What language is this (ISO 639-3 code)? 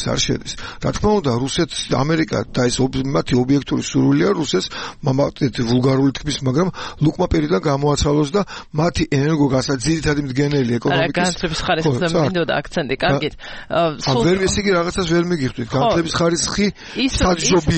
kat